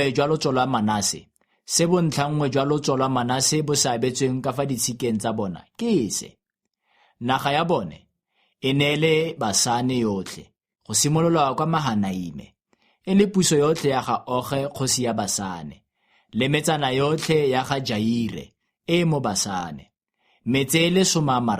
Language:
Tswana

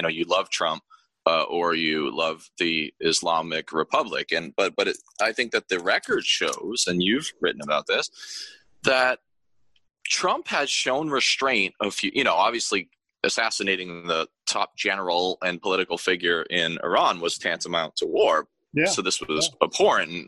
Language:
English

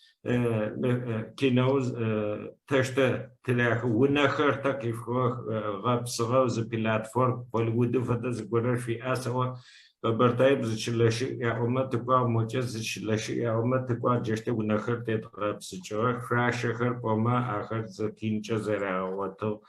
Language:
Adyghe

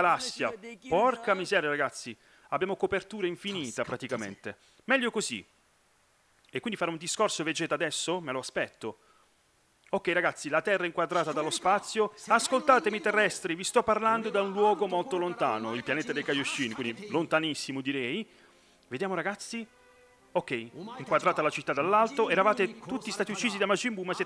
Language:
Italian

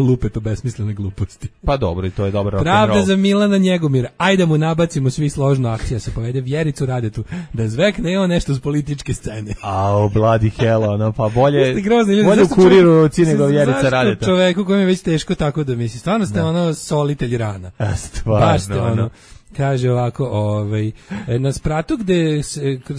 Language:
Serbian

